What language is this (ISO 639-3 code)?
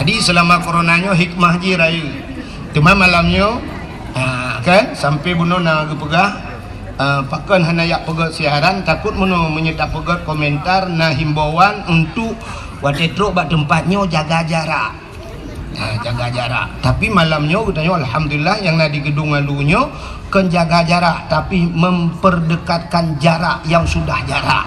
ace